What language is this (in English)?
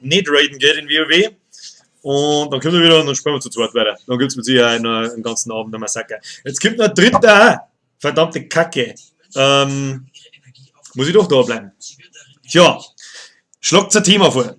Bavarian